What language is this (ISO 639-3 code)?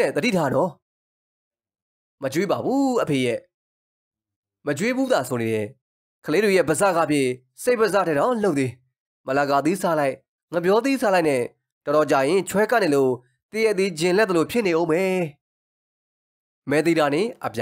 mya